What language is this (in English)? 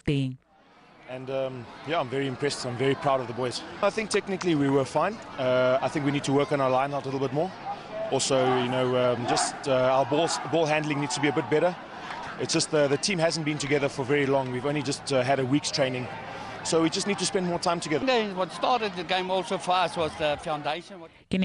Tswana